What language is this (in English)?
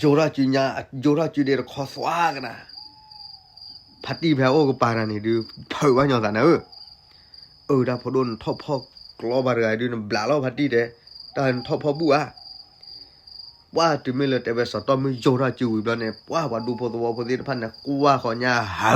S'gaw Karen